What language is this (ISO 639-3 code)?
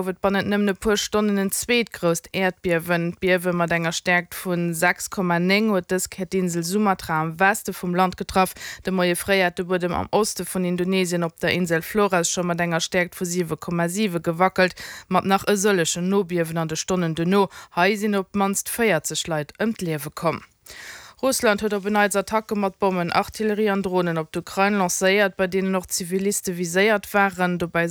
ltz